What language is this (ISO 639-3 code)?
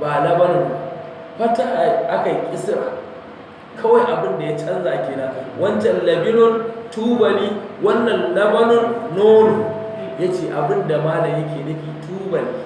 hau